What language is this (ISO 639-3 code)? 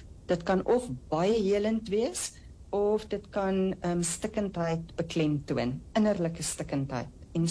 afr